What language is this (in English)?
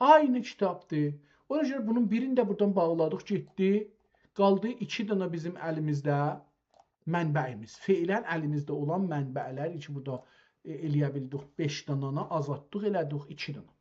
South Azerbaijani